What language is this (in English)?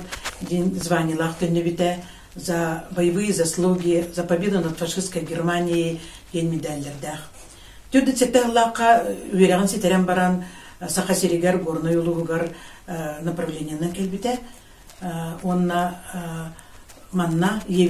Yakut